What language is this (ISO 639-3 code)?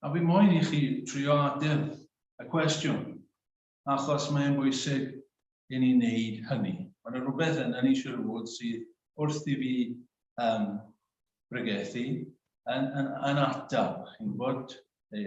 cym